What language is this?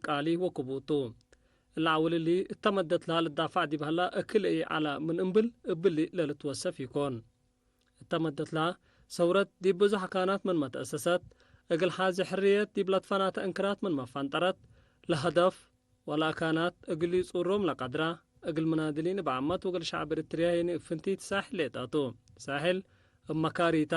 Tigre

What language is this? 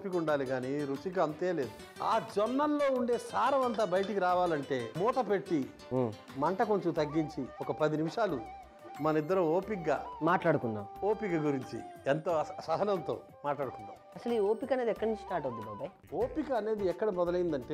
Telugu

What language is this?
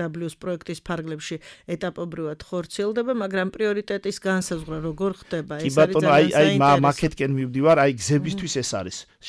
Georgian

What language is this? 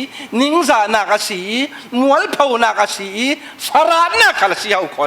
Falam Chin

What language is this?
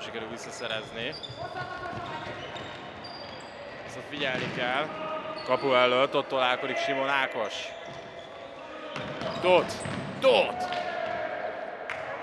Hungarian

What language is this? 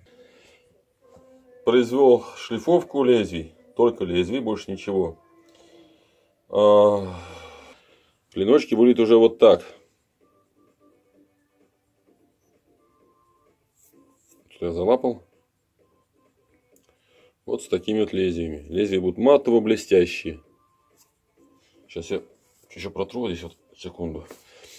Russian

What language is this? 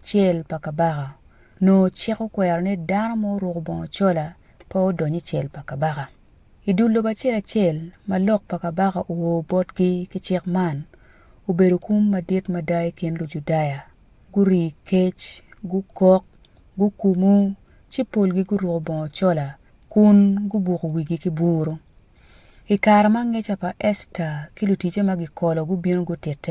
Acoli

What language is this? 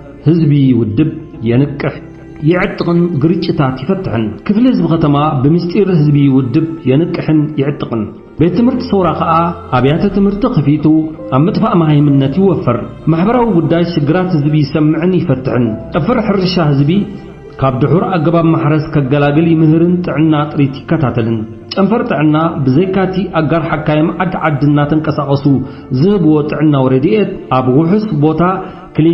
Tigrinya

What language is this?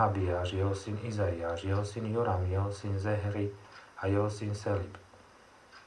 Slovak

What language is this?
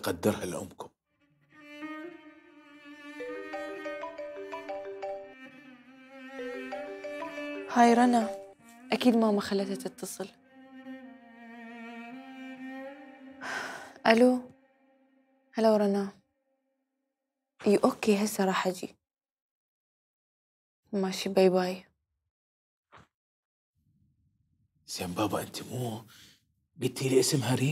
Mesopotamian Arabic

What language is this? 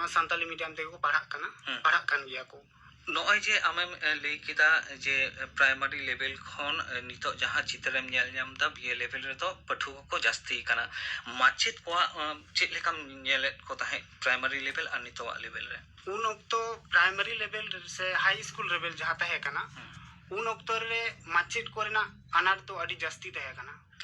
Santali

